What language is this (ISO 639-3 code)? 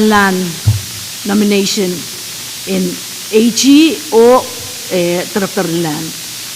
pon